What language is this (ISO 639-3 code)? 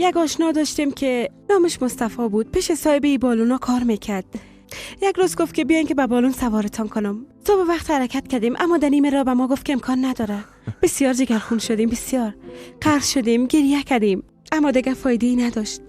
fas